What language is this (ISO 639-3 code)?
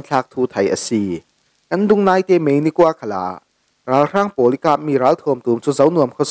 cfm